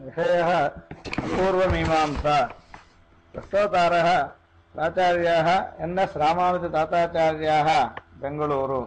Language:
Sanskrit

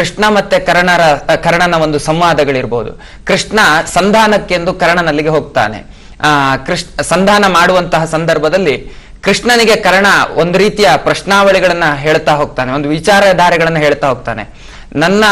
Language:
Kannada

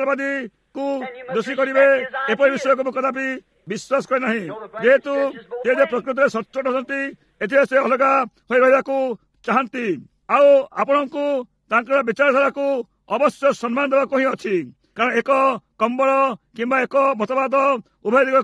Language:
Odia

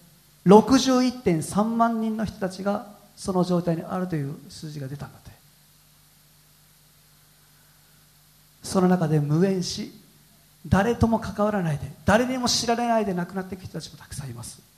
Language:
Japanese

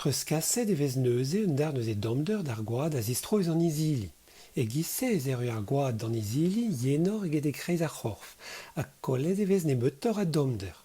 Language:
Breton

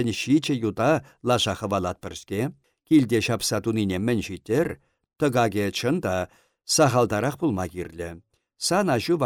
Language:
Chuvash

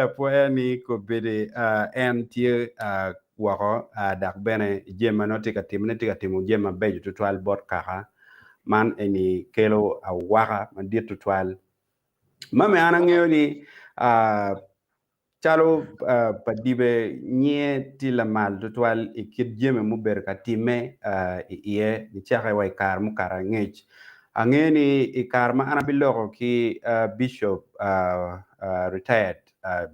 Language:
Acoli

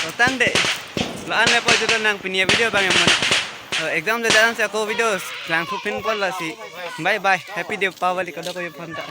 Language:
Karbi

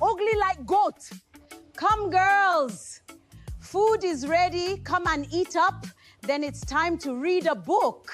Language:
Jamaican Creole English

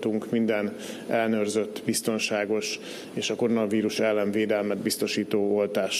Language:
Hungarian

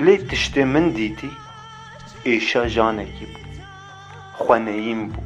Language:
Kurdish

